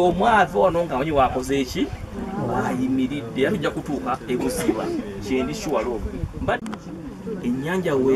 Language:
Ganda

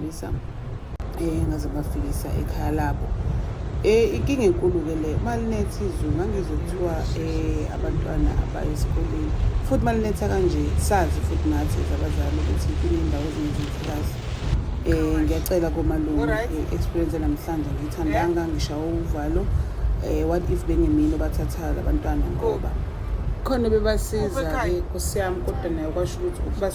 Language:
Zulu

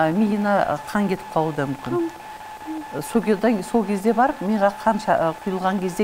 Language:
Kazakh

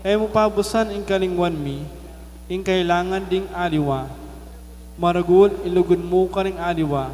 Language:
Pampanga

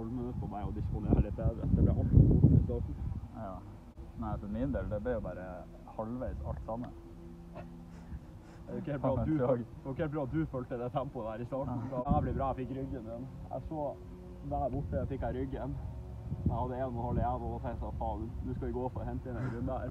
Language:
Norwegian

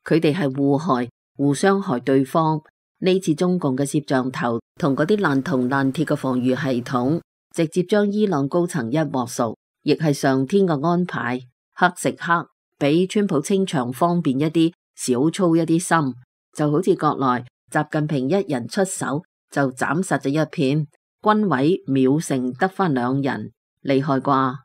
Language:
Cantonese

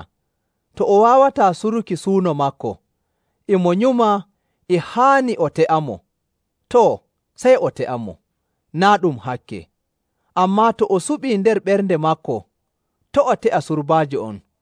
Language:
Nigerian Fulfulde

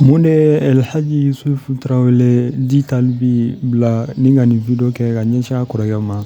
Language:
Bambara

